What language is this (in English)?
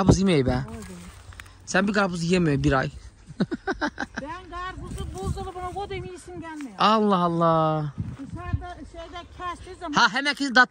Turkish